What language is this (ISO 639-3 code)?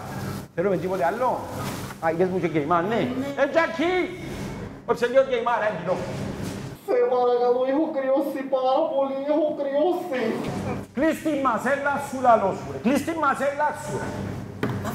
ell